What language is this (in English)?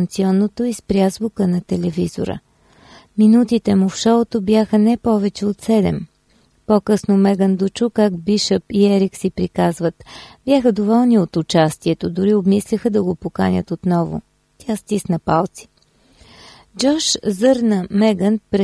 Bulgarian